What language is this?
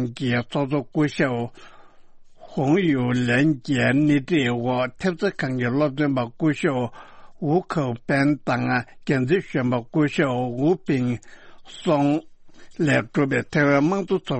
Tibetan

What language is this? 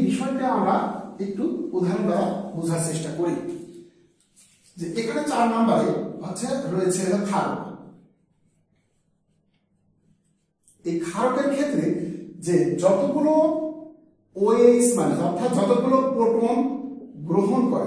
Bangla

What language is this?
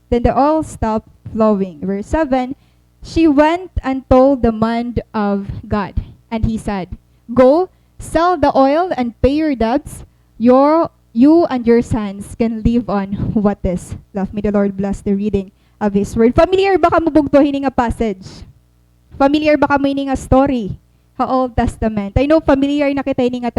Waray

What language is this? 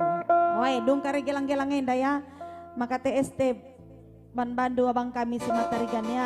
Batak Karo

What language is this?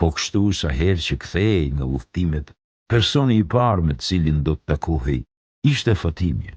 Albanian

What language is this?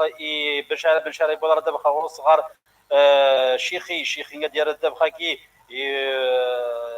Kabyle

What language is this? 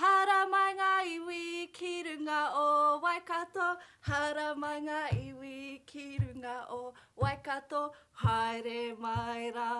Māori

